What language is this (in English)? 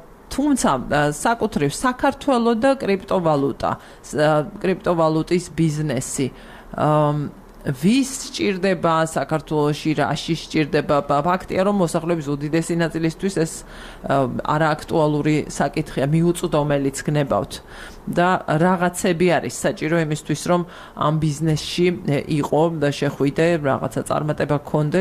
Georgian